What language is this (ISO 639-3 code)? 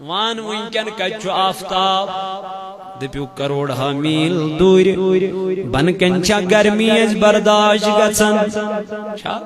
kas